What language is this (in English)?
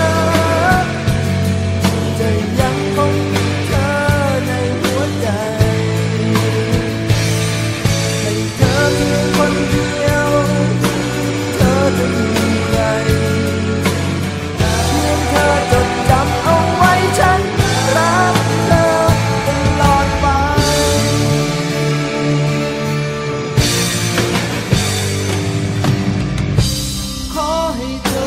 Thai